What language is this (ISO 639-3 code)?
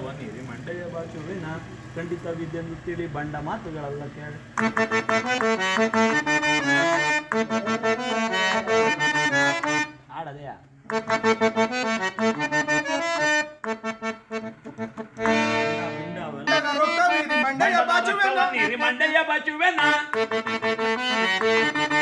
kan